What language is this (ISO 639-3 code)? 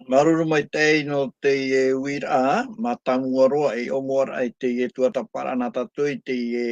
tah